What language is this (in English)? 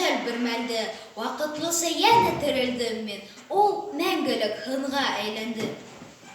Bashkir